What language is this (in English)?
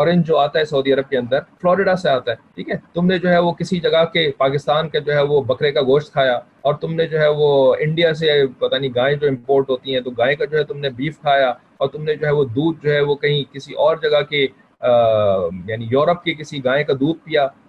Urdu